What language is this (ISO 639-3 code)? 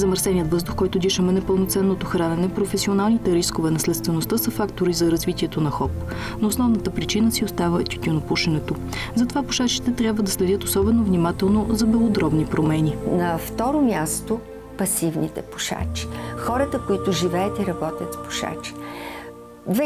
bul